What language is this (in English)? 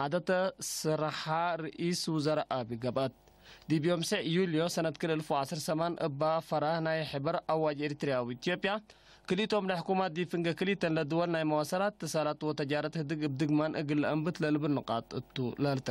Tigre